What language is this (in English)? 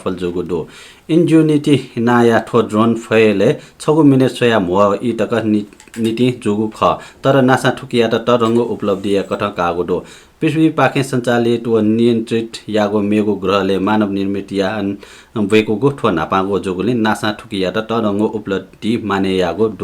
Newari